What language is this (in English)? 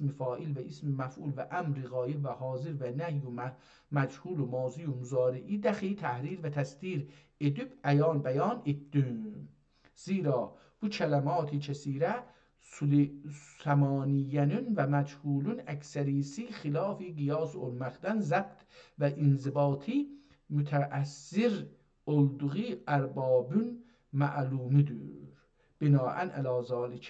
South Azerbaijani